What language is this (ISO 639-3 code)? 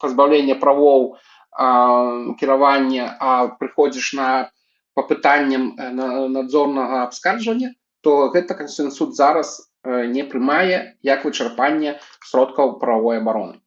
bel